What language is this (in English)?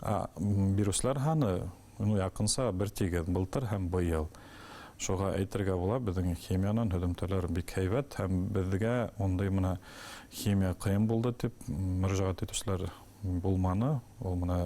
Bashkir